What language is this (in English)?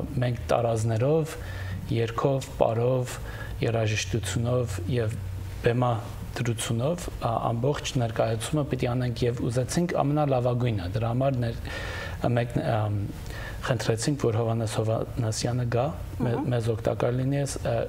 Western Armenian